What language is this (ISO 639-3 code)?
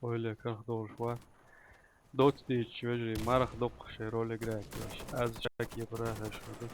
che